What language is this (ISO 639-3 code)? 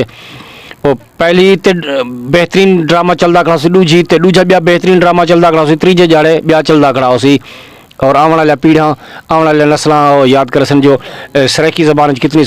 skr